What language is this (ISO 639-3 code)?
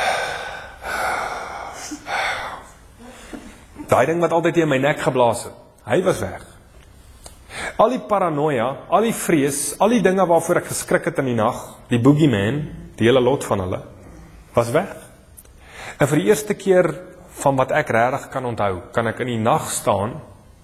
afr